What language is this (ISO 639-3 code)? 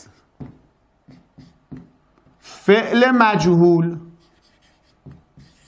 fas